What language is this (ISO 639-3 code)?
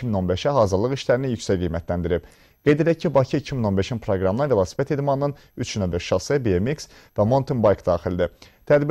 aze